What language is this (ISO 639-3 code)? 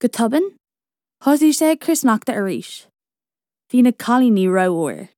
gle